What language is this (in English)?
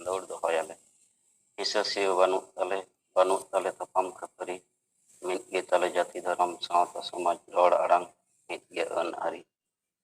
Santali